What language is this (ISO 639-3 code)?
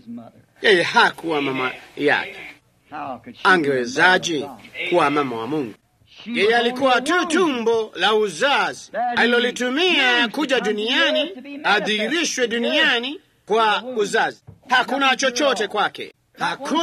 swa